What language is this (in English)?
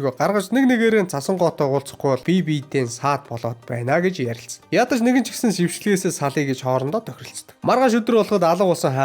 Mongolian